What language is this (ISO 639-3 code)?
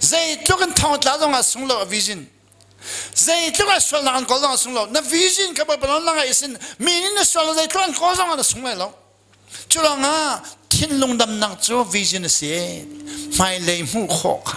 cnh